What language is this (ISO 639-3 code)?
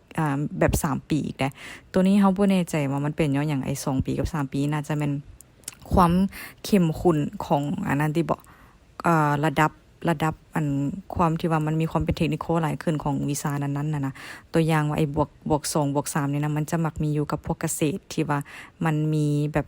lao